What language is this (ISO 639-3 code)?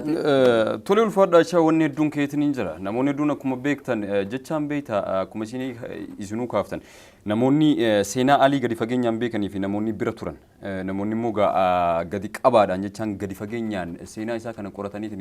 orm